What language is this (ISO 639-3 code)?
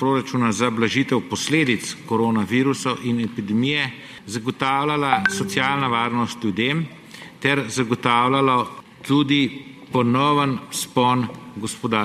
slv